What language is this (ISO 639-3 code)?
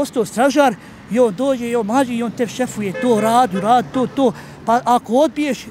bos